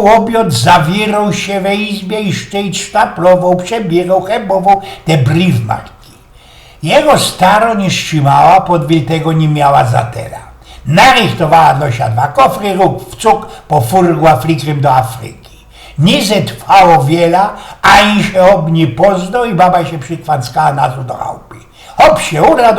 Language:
Silesian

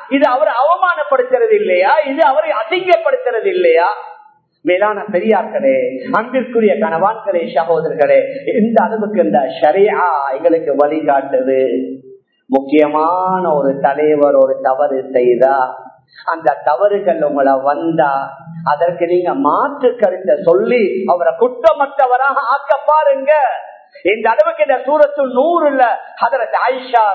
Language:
Tamil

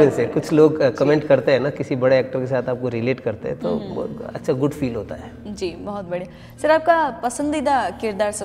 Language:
Hindi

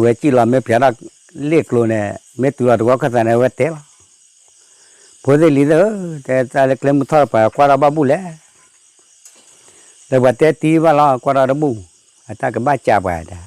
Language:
S'gaw Karen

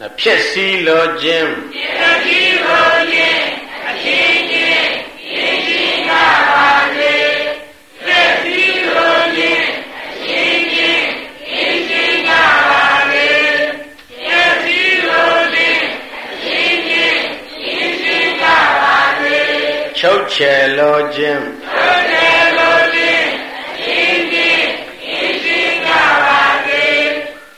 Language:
Burmese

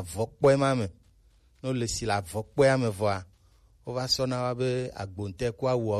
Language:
Gen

